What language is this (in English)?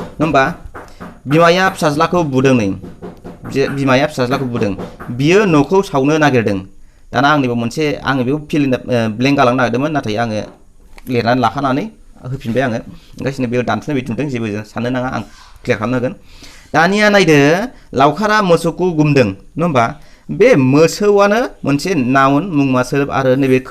Bodo